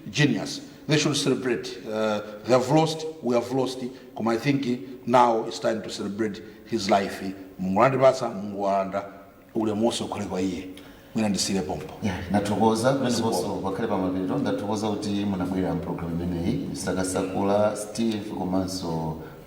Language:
Nyanja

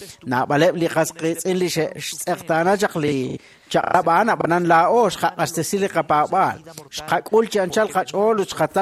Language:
Kekchí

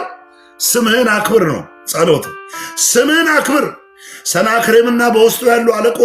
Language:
Amharic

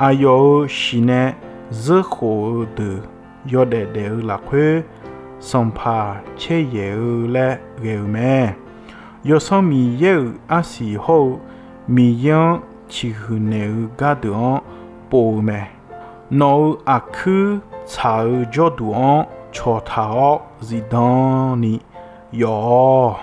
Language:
Akha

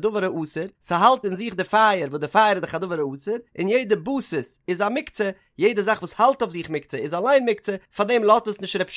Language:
Yiddish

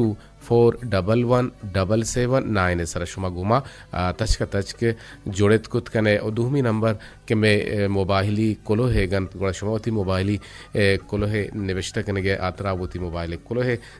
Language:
Eastern Balochi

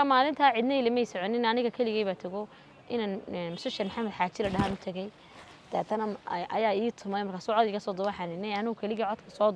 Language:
Somali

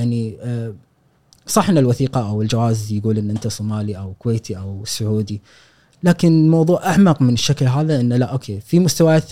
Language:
Gulf Arabic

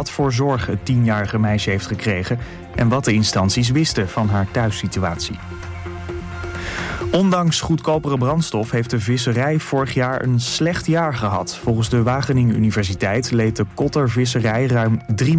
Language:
Dutch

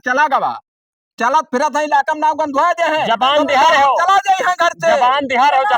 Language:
Awadhi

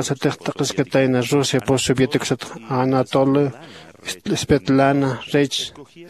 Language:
Aymara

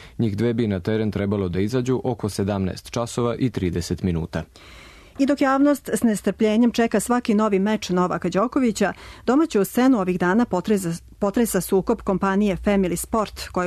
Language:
Serbian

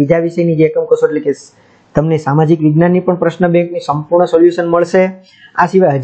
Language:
Gujarati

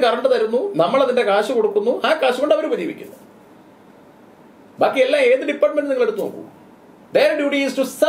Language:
Malayalam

